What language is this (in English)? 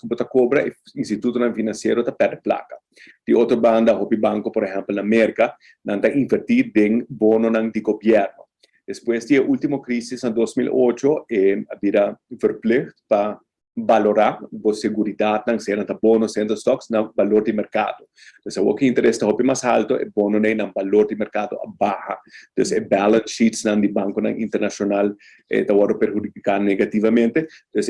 Papiamento